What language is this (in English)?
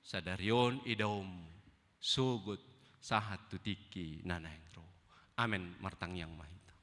Batak Toba